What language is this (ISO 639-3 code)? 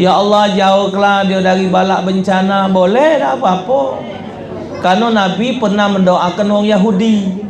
mui